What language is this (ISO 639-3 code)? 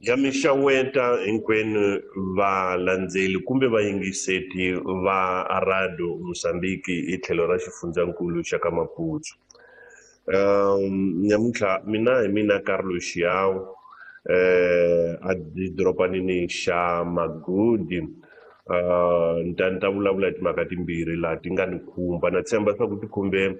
tso